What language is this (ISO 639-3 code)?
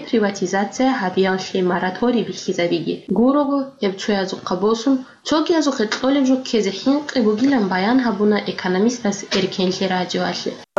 ava